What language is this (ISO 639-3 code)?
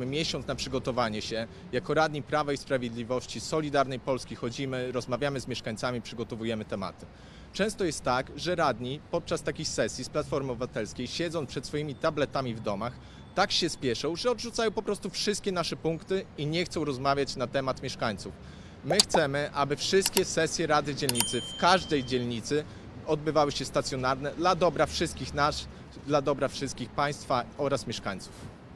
pol